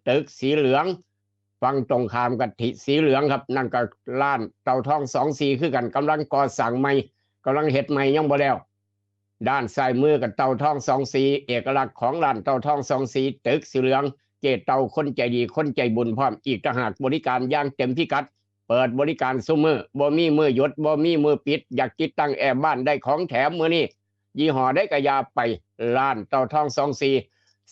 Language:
Northeastern Thai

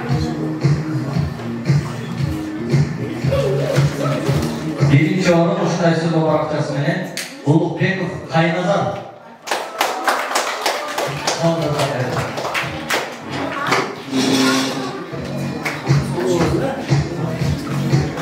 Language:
Kyrgyz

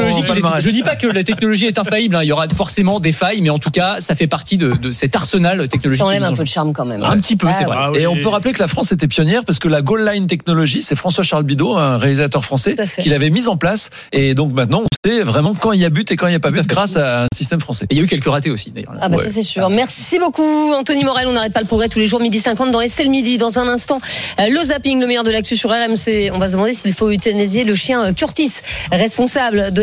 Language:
French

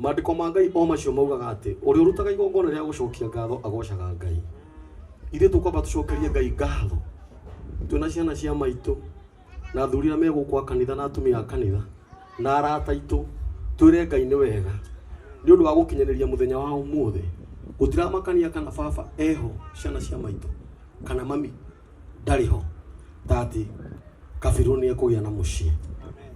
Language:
Kikuyu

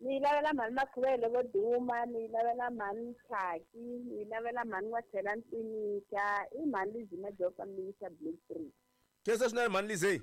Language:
Tsonga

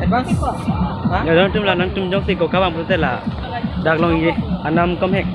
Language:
Karbi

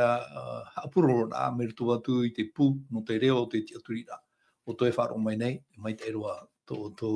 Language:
Tahitian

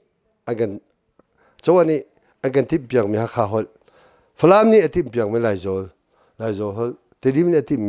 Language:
Hakha Chin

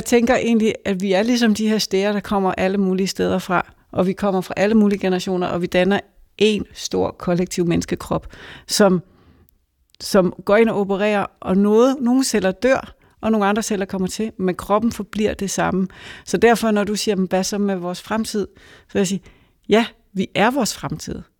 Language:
Danish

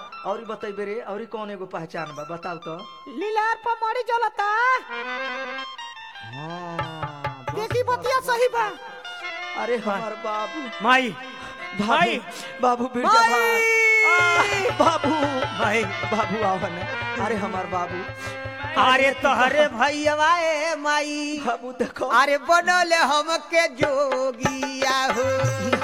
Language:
Bhojpuri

